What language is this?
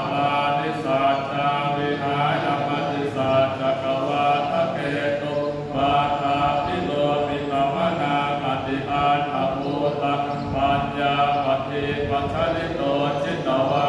Pali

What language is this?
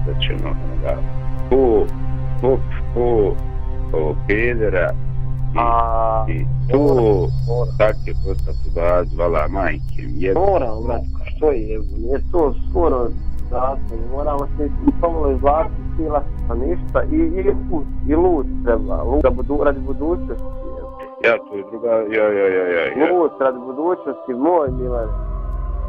Bosnian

